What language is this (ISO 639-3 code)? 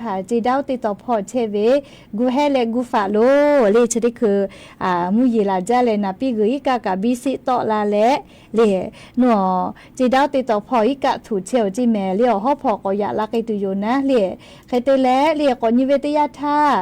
lhu